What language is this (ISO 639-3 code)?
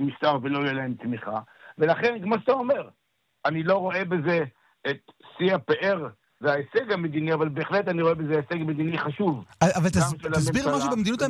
heb